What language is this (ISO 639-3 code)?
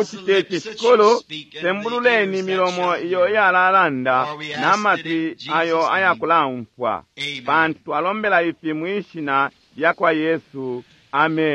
bem